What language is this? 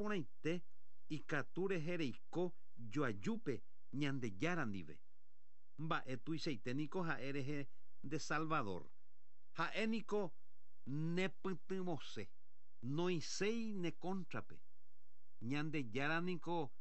Guarani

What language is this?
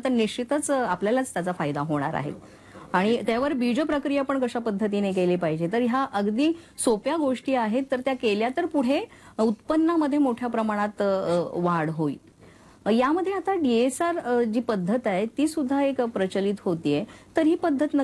Marathi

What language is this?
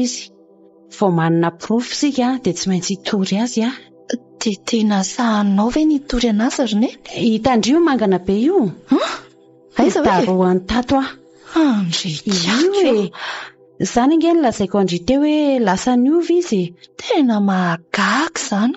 Malagasy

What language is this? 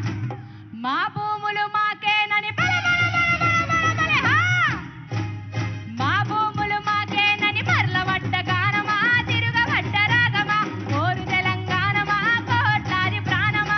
Telugu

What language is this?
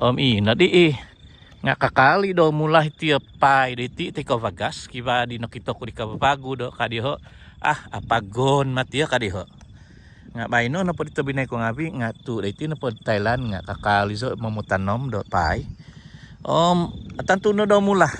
Central Dusun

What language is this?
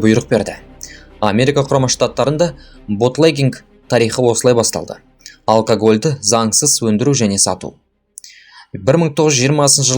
Kazakh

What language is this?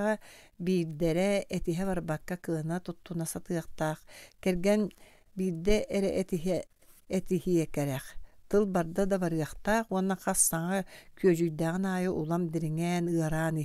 Yakut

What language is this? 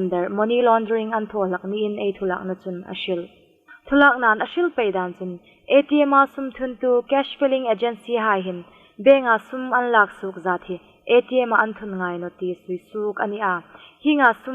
Hmar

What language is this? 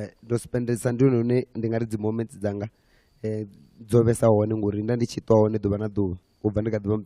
Venda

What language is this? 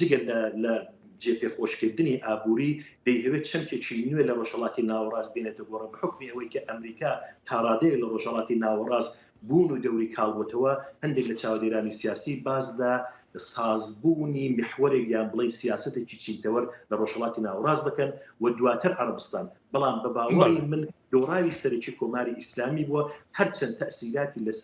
Central Kurdish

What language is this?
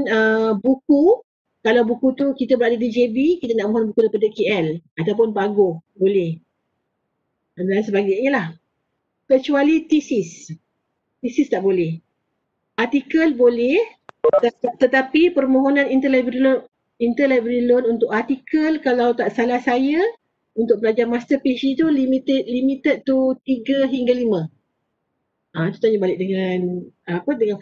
Malay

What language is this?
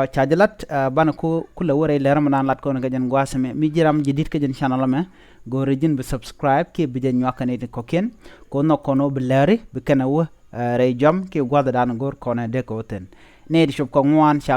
Nuer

